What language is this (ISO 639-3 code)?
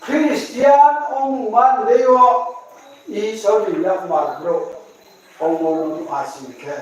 ria